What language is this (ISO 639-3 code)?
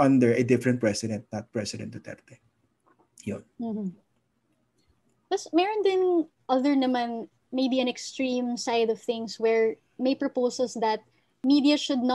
fil